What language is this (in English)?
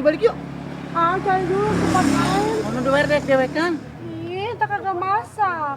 Betawi